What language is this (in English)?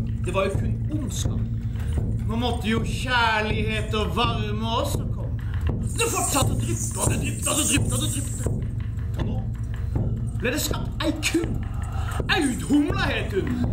Norwegian